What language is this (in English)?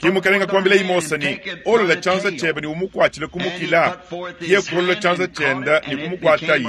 Luba-Lulua